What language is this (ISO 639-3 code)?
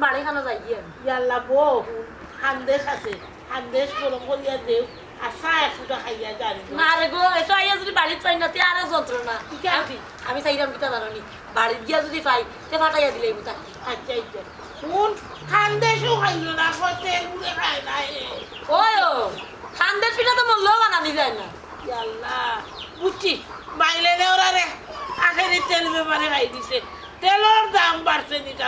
syl